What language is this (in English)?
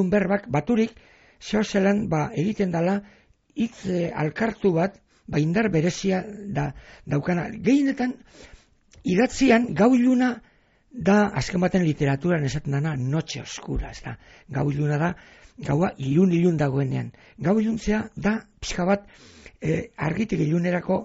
Basque